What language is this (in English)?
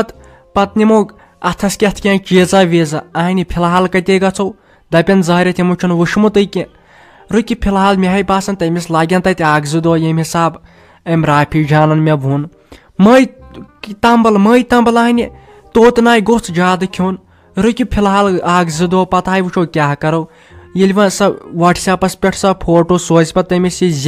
Kashmiri